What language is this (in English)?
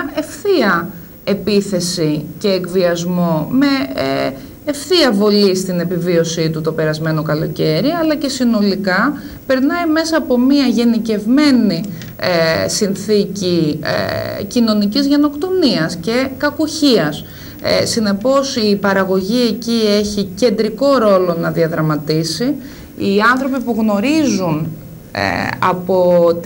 Greek